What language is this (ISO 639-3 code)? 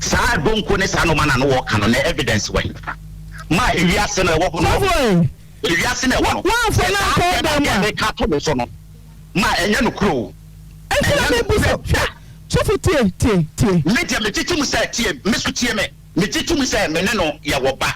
aka